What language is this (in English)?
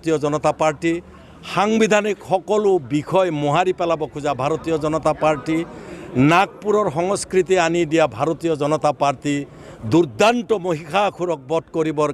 Assamese